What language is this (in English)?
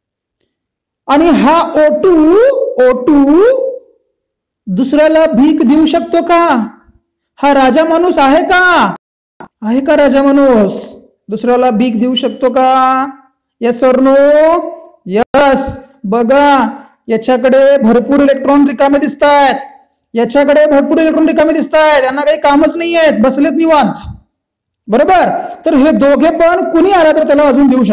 Marathi